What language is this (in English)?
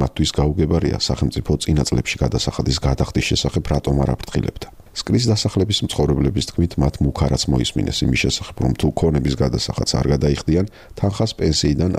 Georgian